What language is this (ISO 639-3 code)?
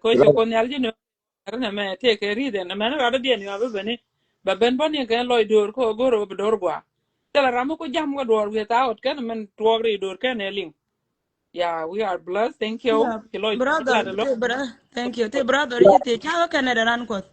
nus